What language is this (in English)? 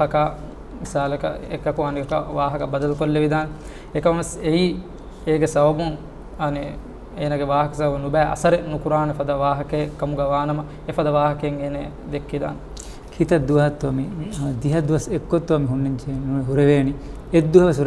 Divehi